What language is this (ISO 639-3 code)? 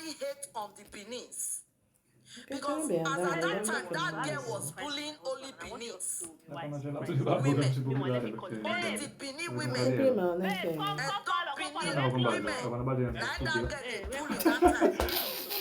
pcm